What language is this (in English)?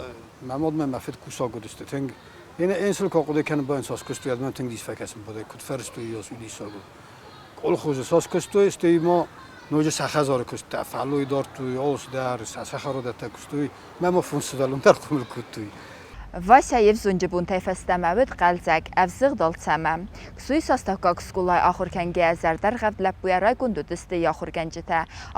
Ossetic